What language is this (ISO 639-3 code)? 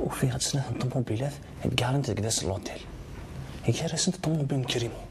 kab